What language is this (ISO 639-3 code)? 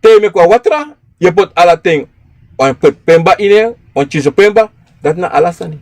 srn